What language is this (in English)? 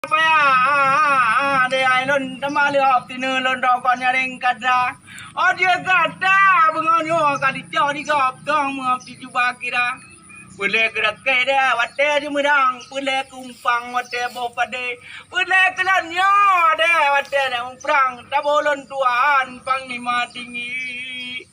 Achinese